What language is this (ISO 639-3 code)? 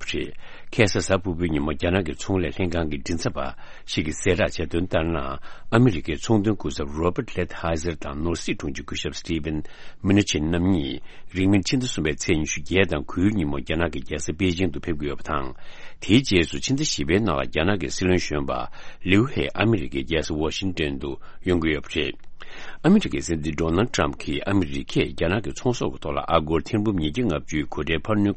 bod